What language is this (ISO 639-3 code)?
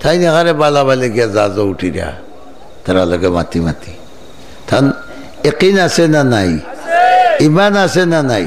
syl